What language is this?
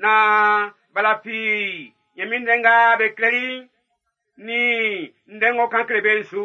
Baoulé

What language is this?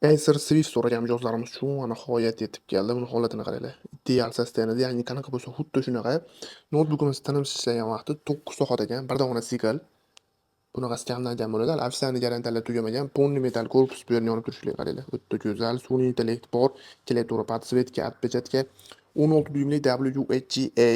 Uzbek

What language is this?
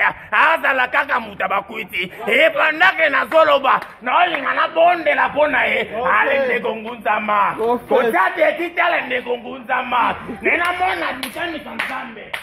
Lingala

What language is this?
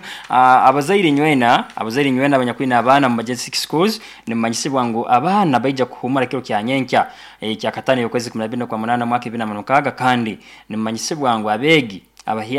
Nyoro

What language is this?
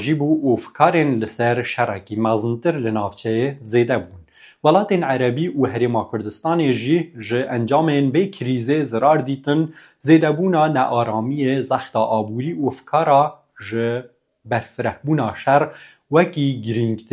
Kurdish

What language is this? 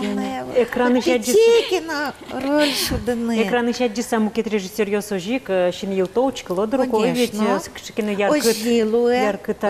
Udmurt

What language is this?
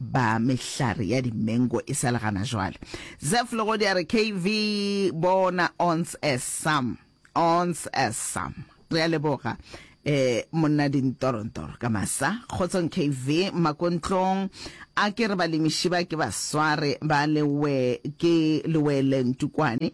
Northern Sotho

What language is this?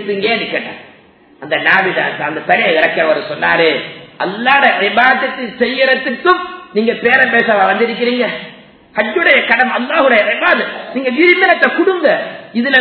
Tamil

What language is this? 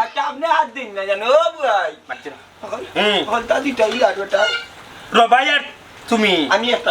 Sylheti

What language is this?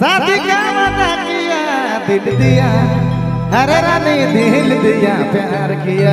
Sadri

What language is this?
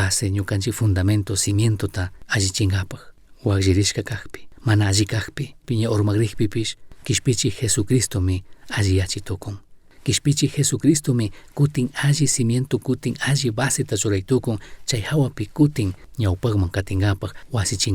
Chimborazo Highland Quichua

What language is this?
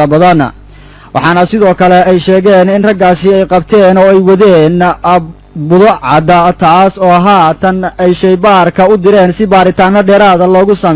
Somali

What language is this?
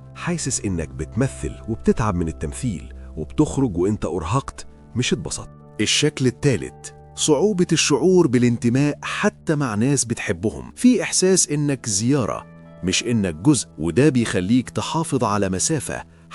Egyptian Arabic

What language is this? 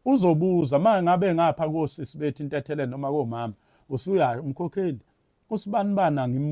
Zulu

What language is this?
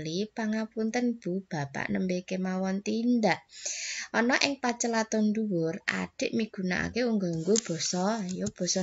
Javanese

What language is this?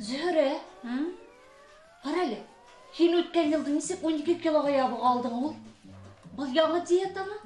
Bashkir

